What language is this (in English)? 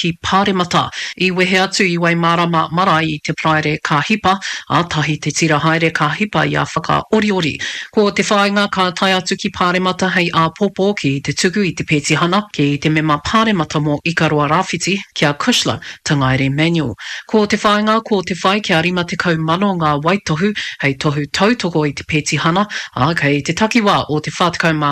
Māori